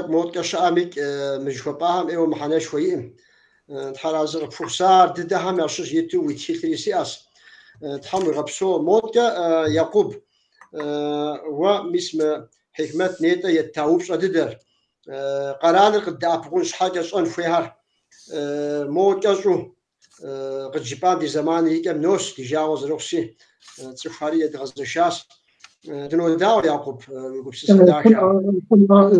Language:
Kabardian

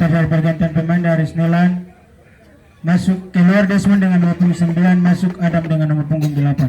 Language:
Ambonese Malay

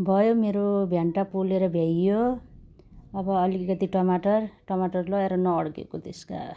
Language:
Nepali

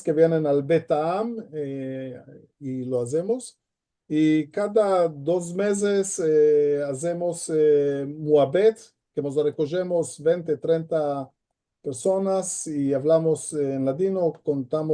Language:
Ladino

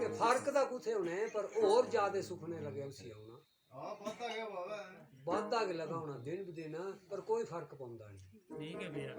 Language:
Dogri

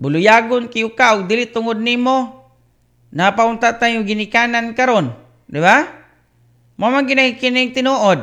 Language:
Cebuano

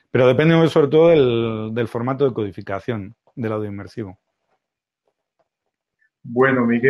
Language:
Spanish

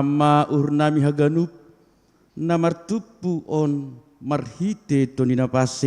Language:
Batak Simalungun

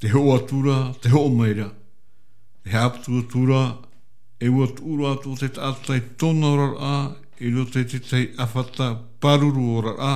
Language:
Tahitian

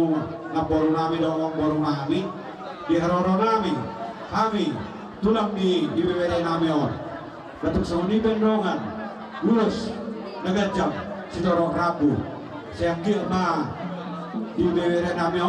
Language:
Batak Toba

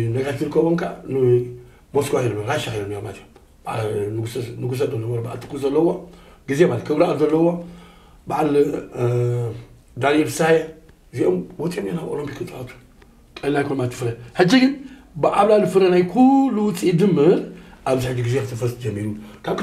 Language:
Tigrinya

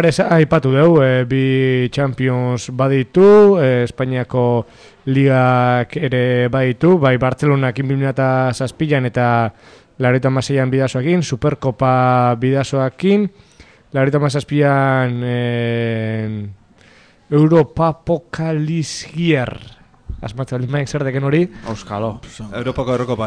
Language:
Basque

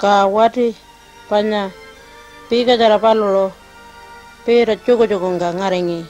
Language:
Pitjantjatjara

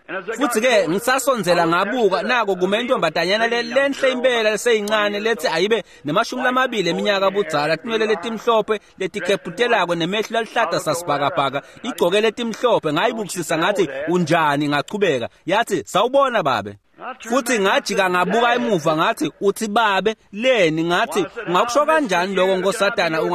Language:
Swati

